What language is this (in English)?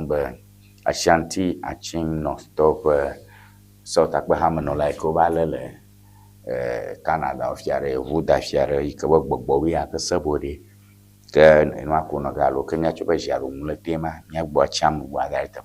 Ewe